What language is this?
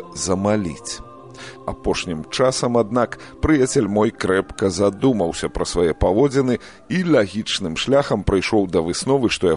Belarusian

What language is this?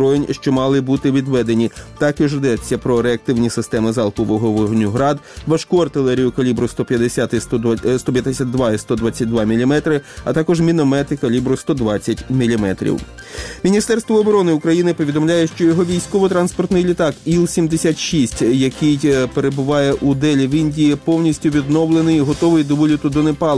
Ukrainian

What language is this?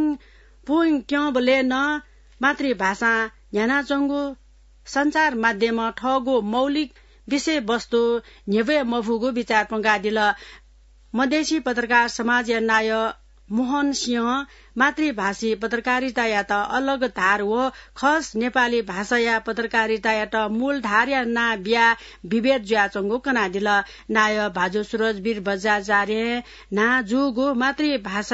Newari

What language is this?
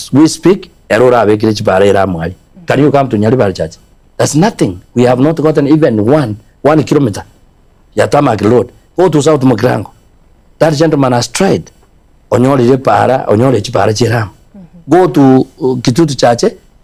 Gusii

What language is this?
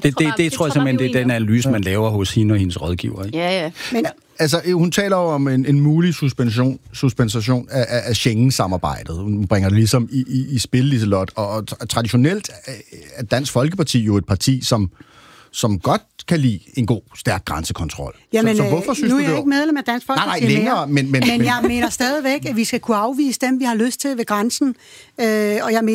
Danish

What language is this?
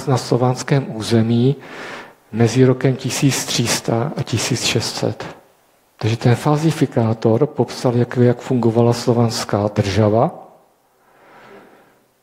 Czech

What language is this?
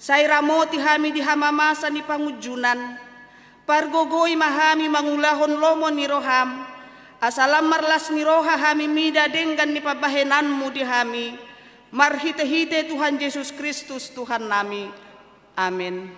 Batak Toba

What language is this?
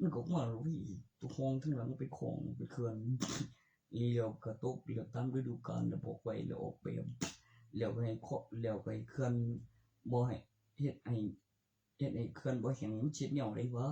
Northeastern Thai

